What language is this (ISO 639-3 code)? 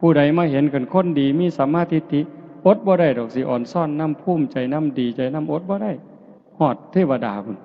tts